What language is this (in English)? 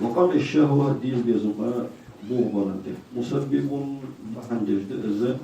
Ingush